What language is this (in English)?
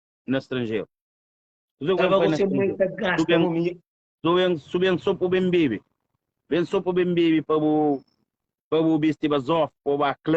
Kabuverdianu